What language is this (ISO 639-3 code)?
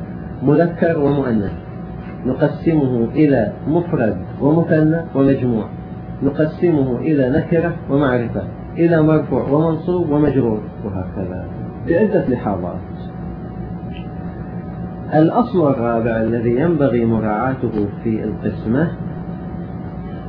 ara